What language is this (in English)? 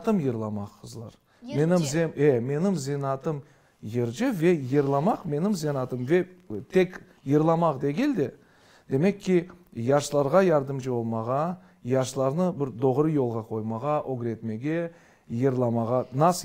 Crimean Tatar